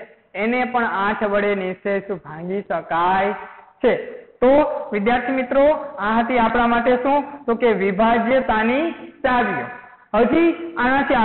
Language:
Gujarati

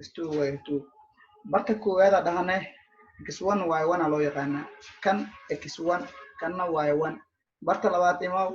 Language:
Somali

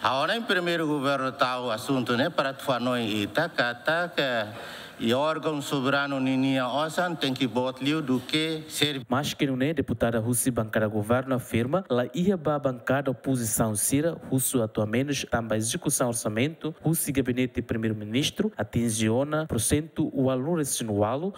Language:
Tetum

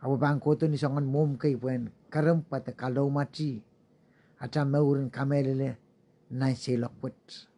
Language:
Pohnpeian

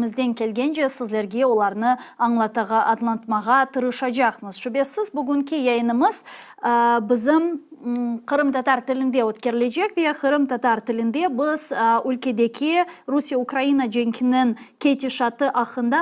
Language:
Crimean Tatar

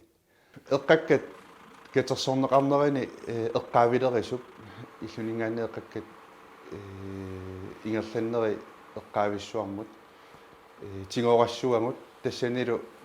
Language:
Kalaallisut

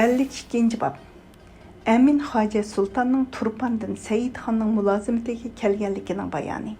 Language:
Uyghur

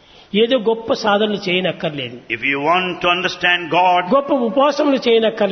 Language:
Telugu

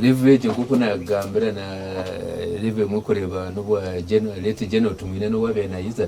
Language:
Nyankole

